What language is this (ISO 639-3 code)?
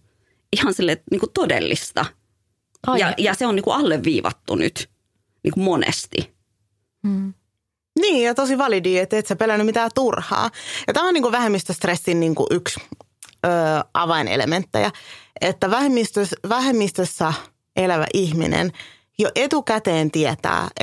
fin